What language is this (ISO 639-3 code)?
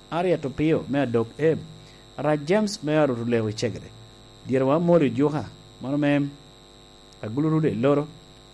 laj